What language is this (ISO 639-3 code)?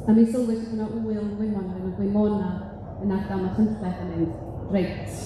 cym